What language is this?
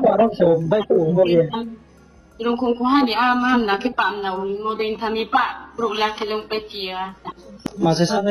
Riang (India)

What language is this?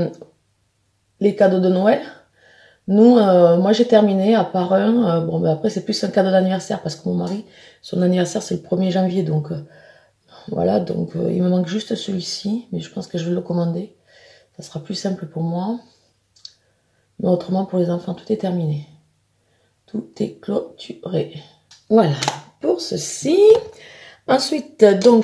French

